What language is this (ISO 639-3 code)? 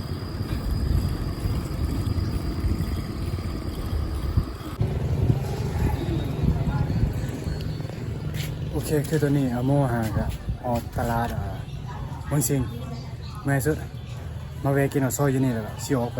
lao